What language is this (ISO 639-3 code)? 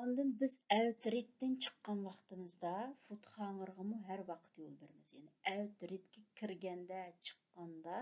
uig